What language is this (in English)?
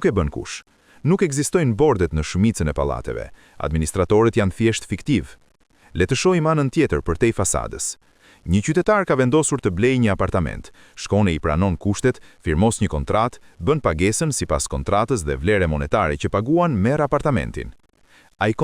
Albanian